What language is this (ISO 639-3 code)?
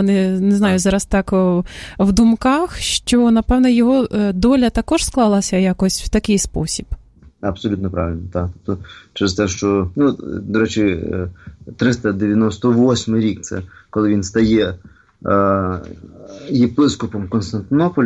ukr